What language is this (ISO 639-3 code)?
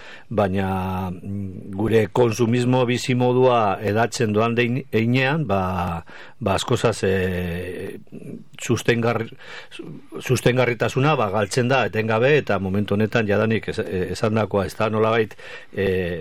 eus